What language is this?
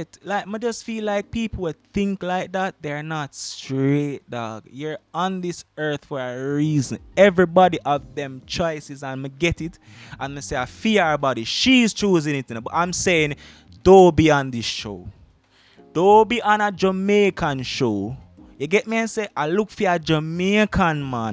Jamaican Creole English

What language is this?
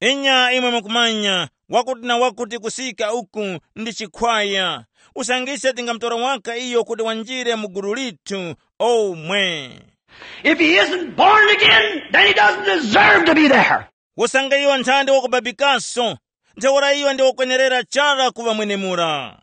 Tumbuka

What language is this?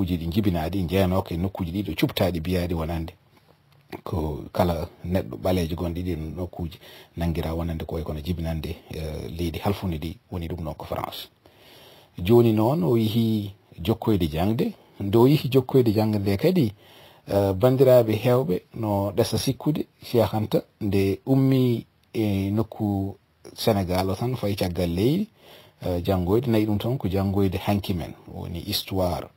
Fula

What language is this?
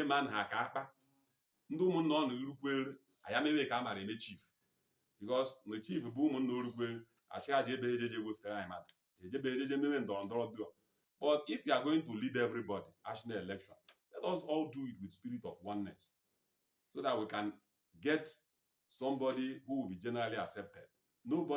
Igbo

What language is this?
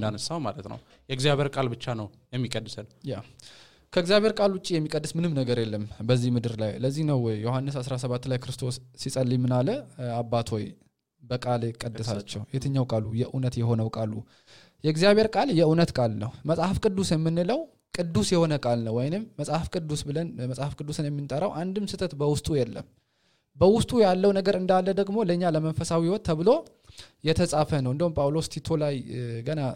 Amharic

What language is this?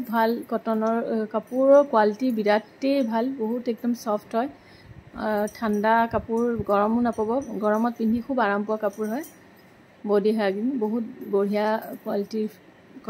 Assamese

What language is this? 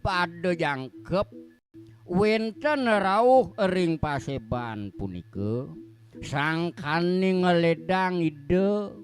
Balinese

